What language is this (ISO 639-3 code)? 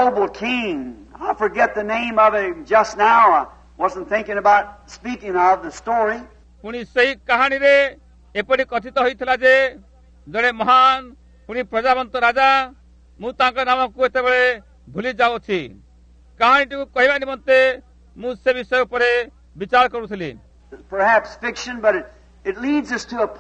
ori